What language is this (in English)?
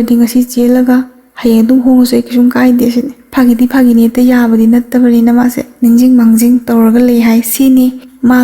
Manipuri